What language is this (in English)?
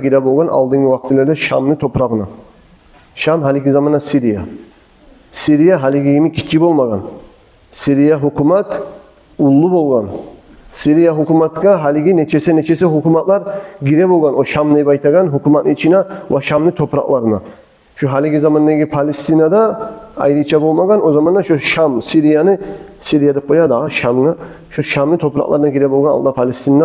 Kumyk